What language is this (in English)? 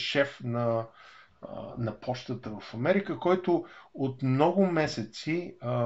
Bulgarian